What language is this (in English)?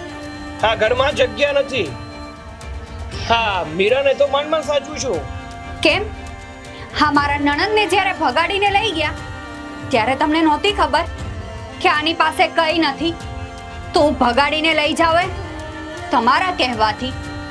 Gujarati